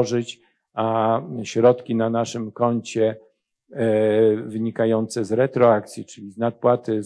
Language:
Polish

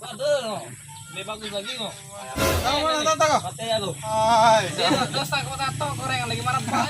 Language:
Musi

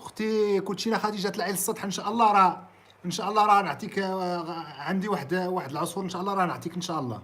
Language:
Moroccan Arabic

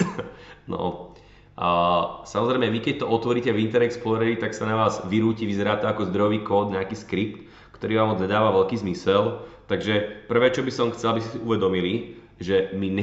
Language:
Slovak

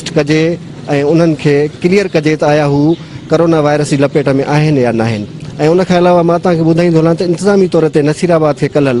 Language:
Sindhi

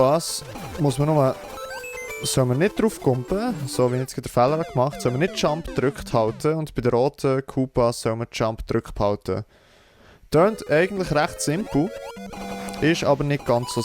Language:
Swiss German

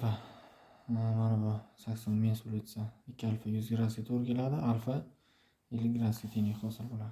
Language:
Uzbek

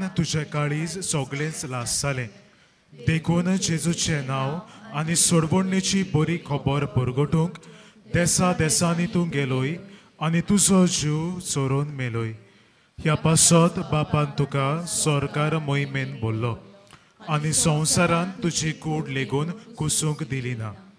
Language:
Konkani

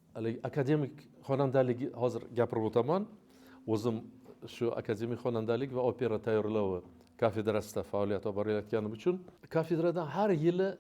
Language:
Uzbek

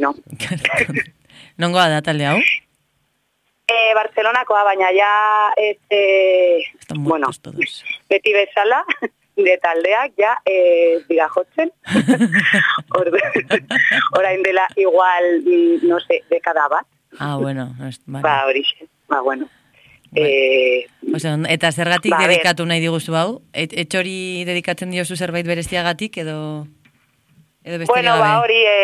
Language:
Basque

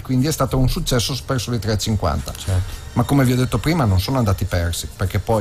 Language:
Italian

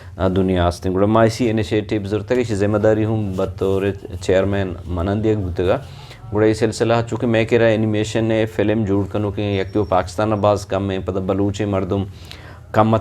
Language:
Eastern Balochi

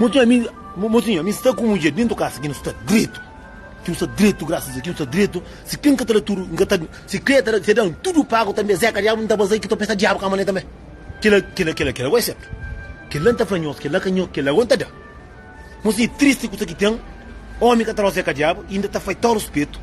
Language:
Kabuverdianu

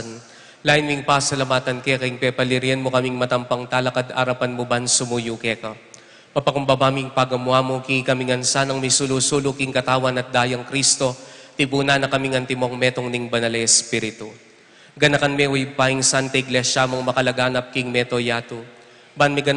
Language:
Pampanga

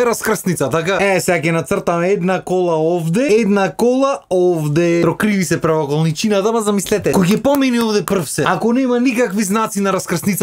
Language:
Macedonian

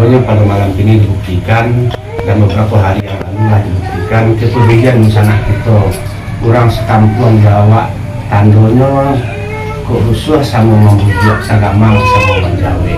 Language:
Minangkabau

